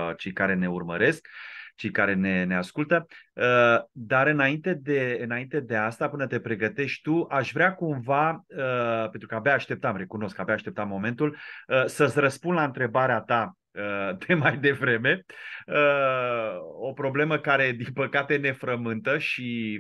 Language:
Romanian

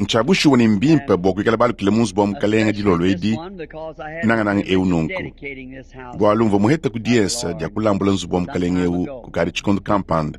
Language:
Luba-Lulua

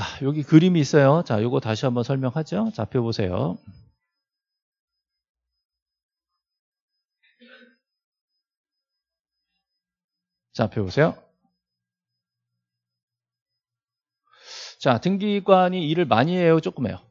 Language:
Korean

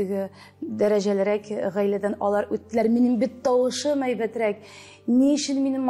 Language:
Tatar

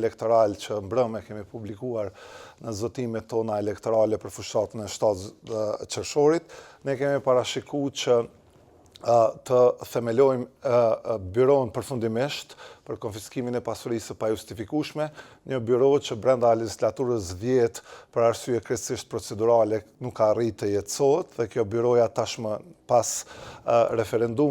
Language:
Albanian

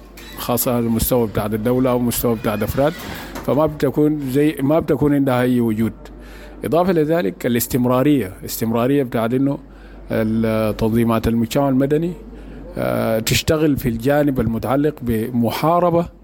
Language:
Sudanese Arabic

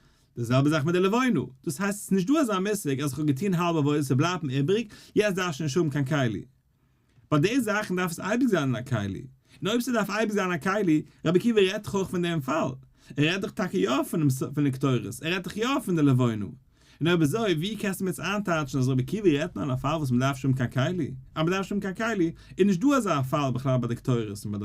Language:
Yiddish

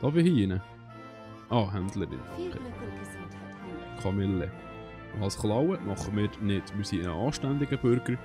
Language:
Swiss German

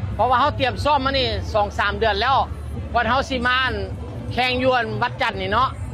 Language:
Lao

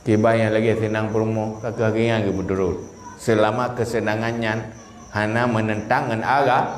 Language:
Achinese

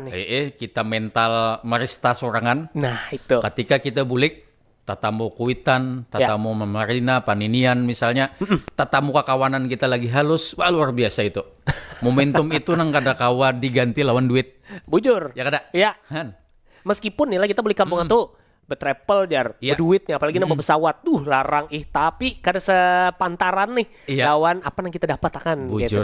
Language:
Banjar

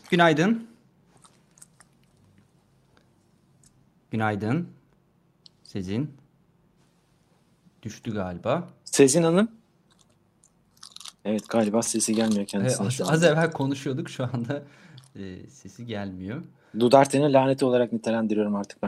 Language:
Turkish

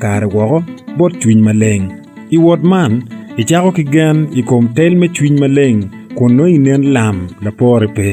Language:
Acoli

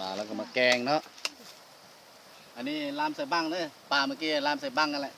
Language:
Lao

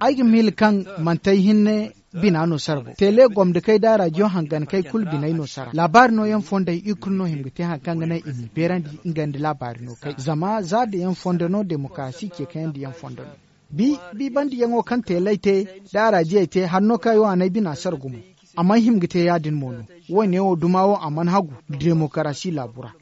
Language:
Zarma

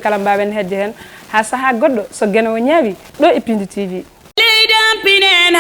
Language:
Fula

